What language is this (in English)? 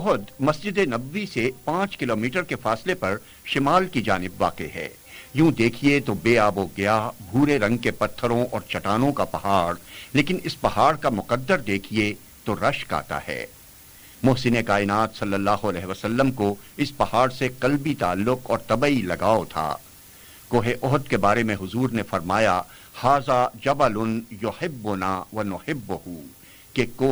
Urdu